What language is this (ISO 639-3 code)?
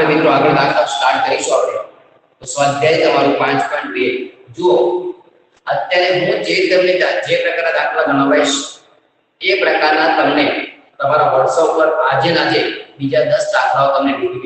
guj